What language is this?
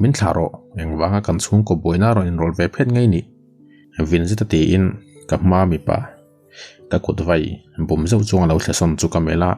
Mizo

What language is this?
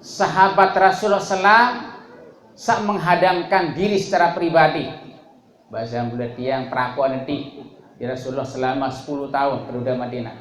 Sasak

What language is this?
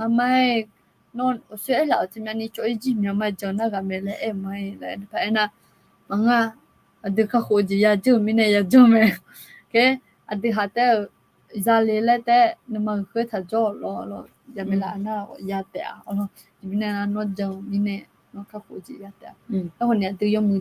Akha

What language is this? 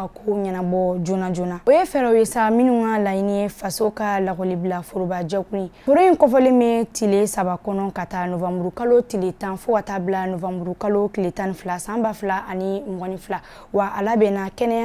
Bambara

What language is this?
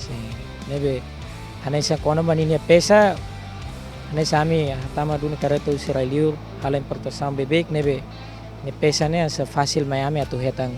Tetum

